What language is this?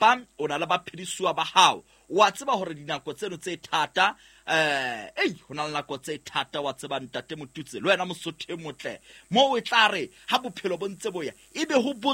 Southern Sotho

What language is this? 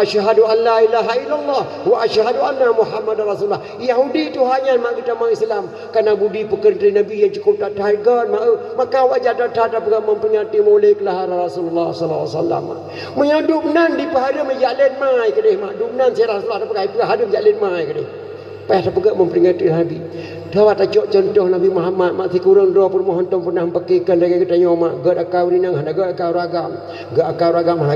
Achinese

